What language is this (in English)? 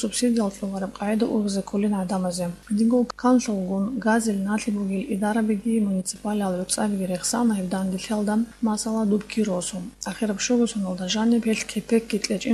Avaric